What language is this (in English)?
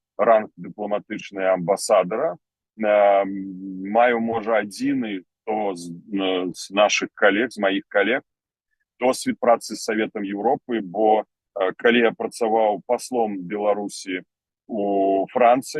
Belarusian